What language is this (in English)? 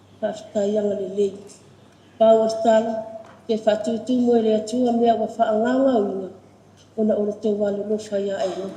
Samoan